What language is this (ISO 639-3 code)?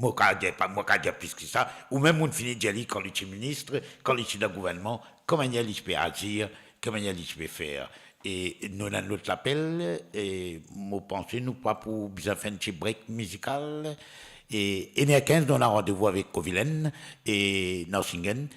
mfe